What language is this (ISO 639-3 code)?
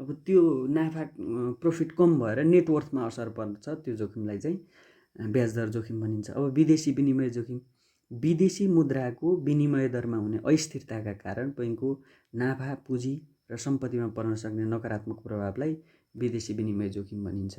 nep